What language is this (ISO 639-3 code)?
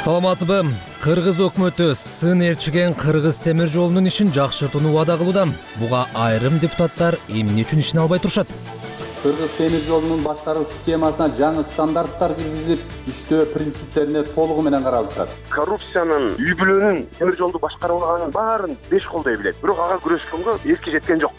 kir